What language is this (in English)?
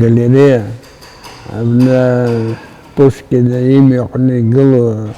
Abkhazian